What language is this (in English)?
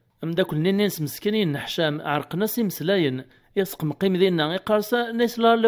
Kabyle